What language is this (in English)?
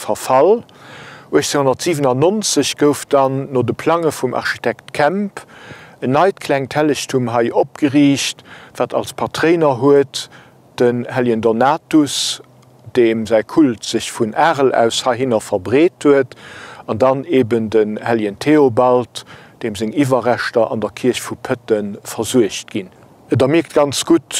Luxembourgish